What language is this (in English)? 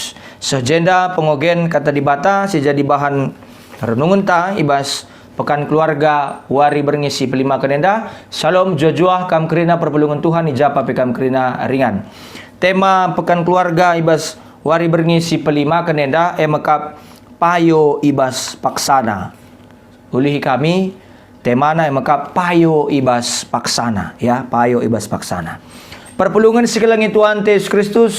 Batak Karo